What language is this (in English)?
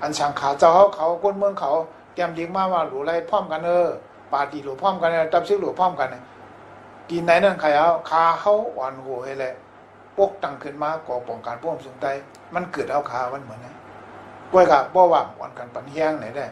Shan